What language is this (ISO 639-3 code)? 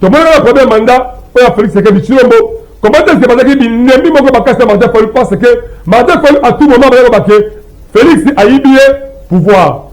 lin